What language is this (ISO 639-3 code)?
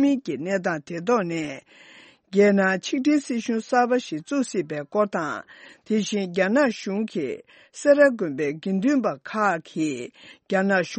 bod